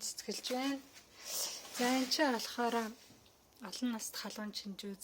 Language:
Mongolian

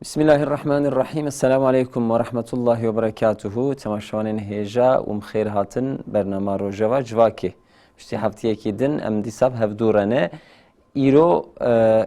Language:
Kurdish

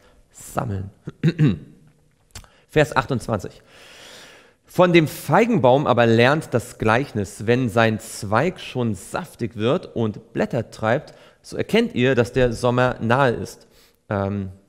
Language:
German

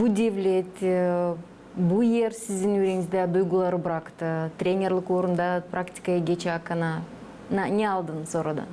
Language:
Gagauz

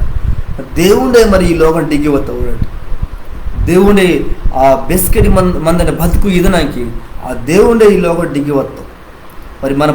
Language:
Koya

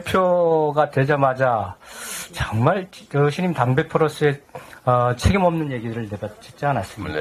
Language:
Korean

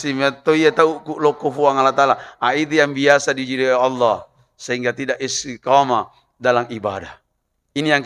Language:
Buginese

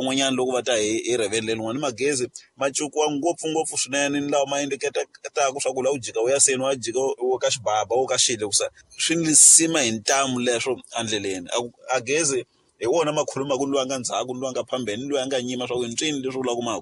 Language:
Tsonga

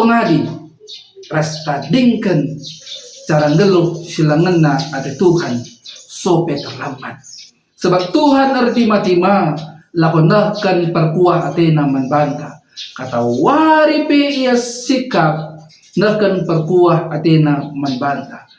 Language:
Batak Karo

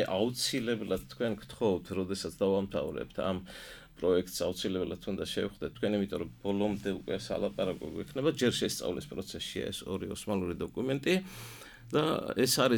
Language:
Georgian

